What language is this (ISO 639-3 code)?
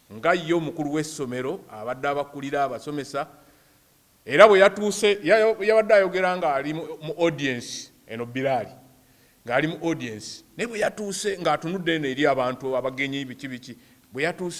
lug